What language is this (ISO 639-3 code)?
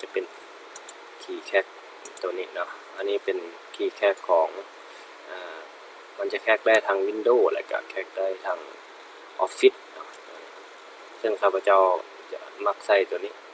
lao